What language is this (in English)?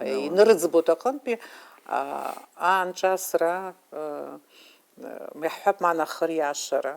Abkhazian